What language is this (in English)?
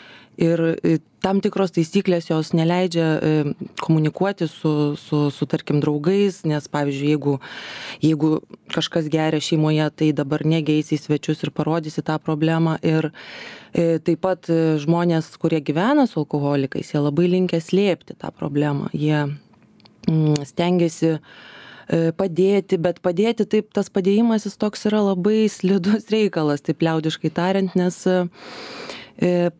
Lithuanian